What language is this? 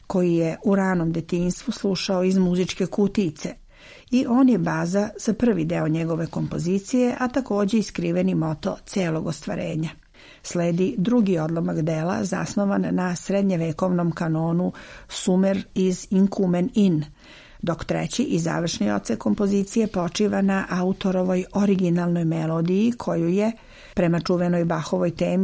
Serbian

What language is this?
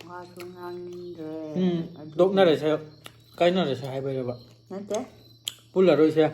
Manipuri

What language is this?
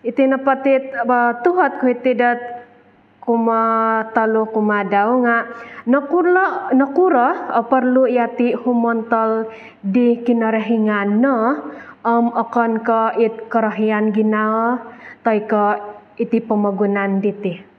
Central Dusun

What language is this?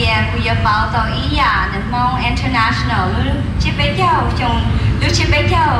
Hmong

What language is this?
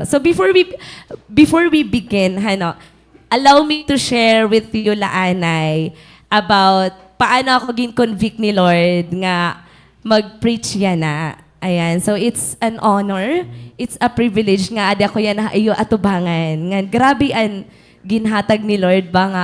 Waray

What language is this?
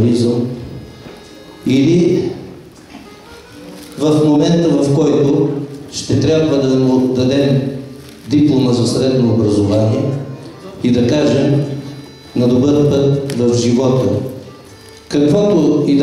Bulgarian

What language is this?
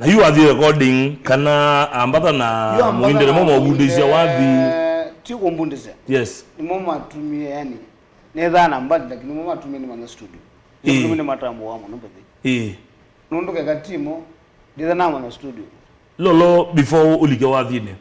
Kamba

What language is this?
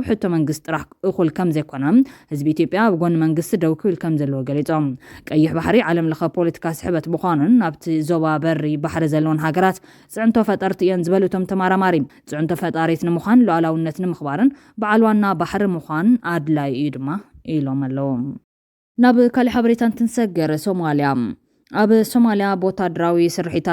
Tigrinya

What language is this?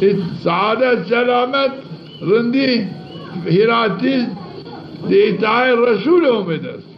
Zaza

